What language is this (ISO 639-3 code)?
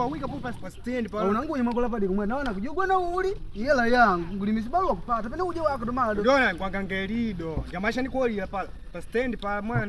kde